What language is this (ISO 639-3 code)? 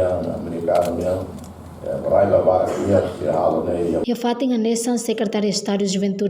tet